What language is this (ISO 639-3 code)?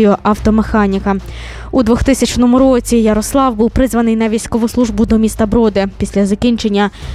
ukr